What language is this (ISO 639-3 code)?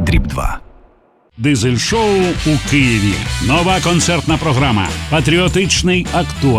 ukr